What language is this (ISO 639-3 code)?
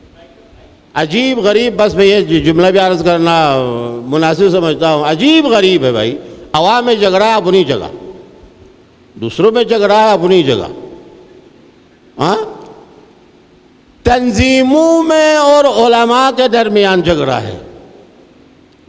urd